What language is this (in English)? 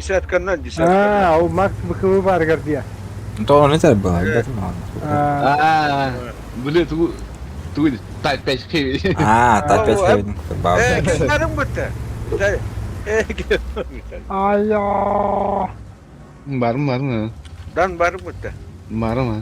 Yakut